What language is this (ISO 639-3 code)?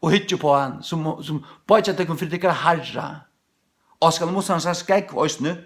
fao